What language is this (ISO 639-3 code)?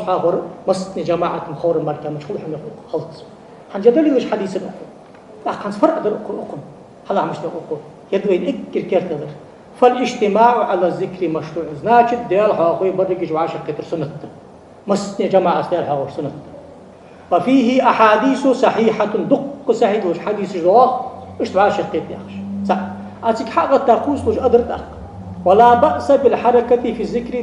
inh